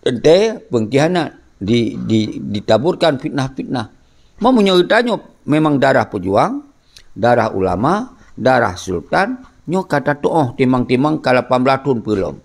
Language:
Achinese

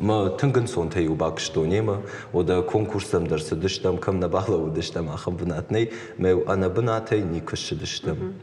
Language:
Ossetic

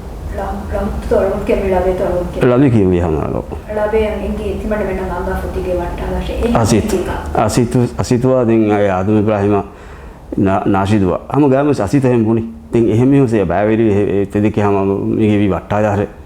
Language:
Divehi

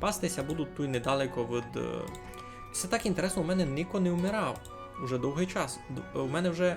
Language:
Rusyn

